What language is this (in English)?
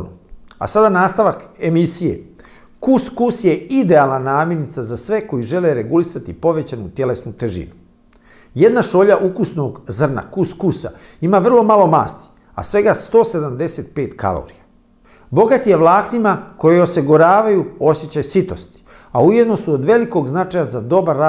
Bosnian